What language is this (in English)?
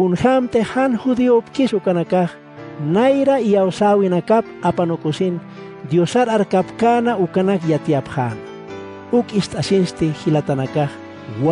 Aymara